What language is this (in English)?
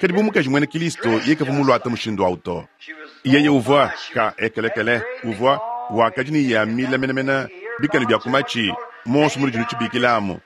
Luba-Lulua